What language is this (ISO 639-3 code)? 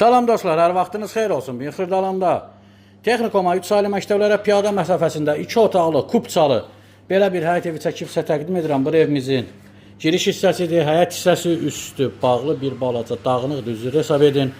aze